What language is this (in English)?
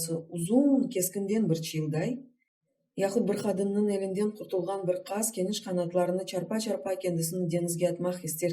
Crimean Tatar